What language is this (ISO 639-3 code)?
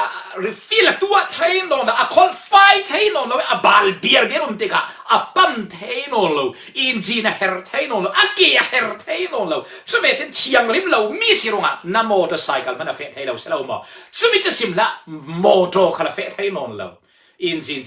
cfm